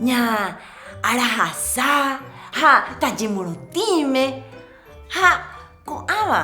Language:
Guarani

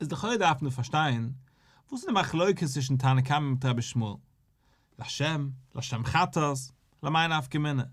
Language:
Yiddish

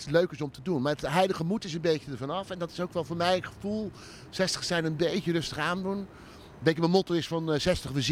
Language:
Dutch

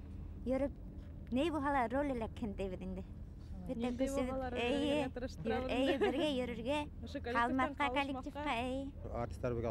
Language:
Bashkir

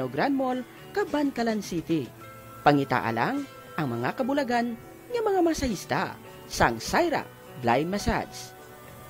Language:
Hiligaynon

